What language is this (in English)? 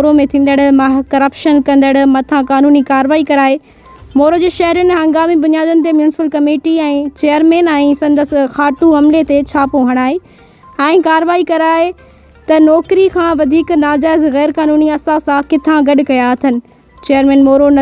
Sindhi